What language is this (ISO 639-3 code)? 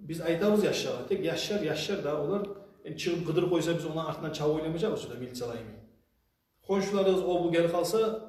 kum